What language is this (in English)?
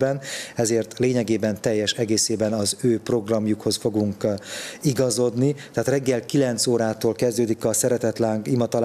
Hungarian